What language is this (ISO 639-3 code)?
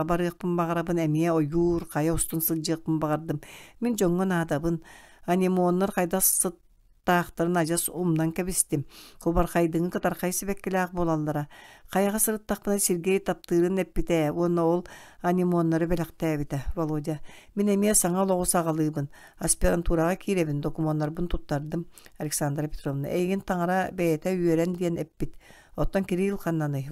sah